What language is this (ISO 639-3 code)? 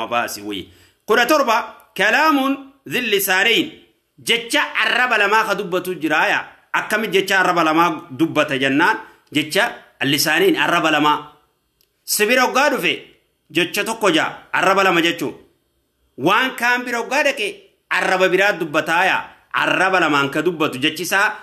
orm